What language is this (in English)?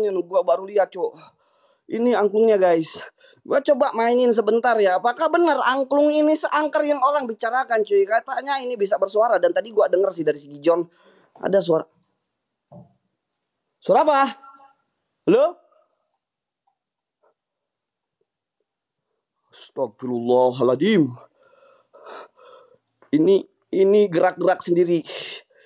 Indonesian